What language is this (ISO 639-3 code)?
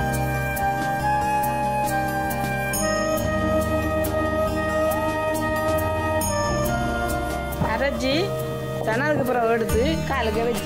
tam